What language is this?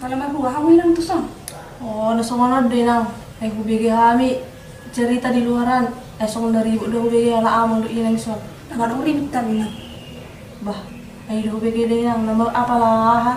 Batak Toba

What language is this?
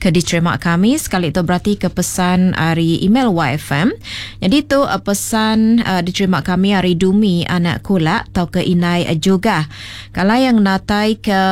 Iban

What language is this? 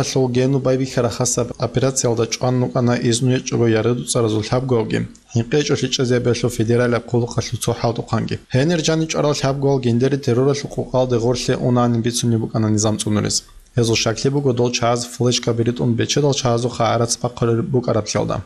Avaric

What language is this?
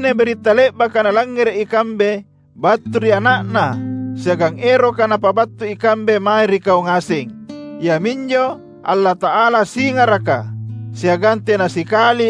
Makasar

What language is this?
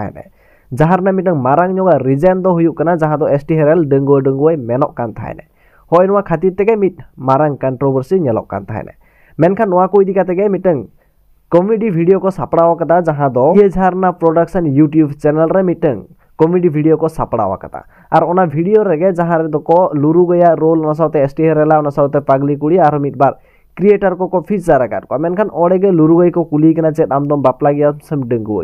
Santali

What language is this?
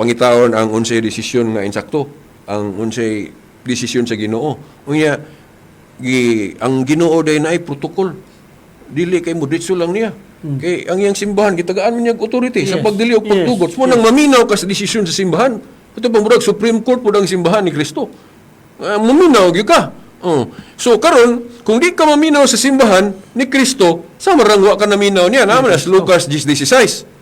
Cebuano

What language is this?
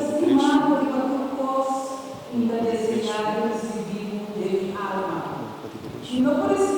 Papiamento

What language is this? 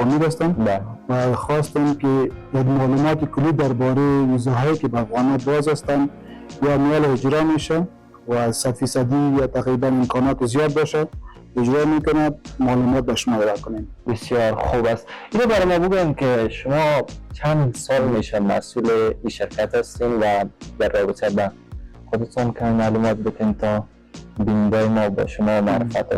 Persian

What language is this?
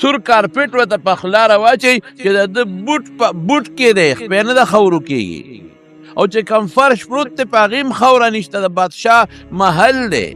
Pashto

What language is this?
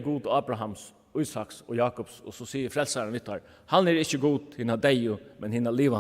Faroese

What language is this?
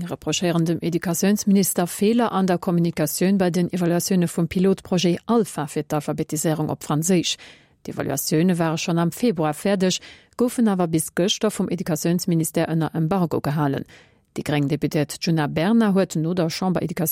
Luxembourgish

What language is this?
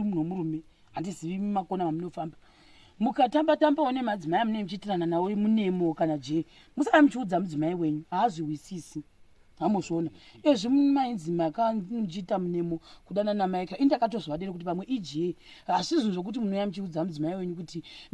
Shona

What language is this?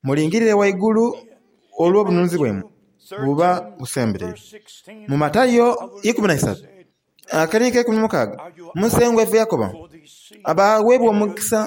Soga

